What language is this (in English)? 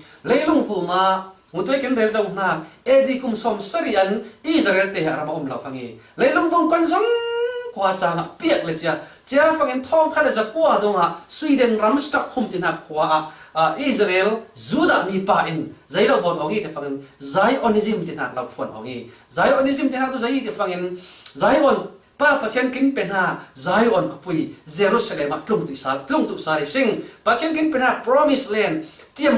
Falam Chin